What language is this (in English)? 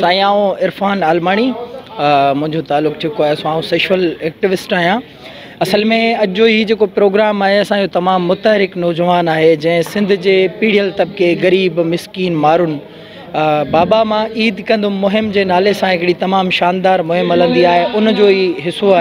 Sindhi